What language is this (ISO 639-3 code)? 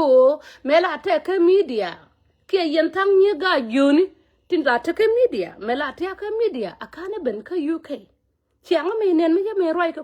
nus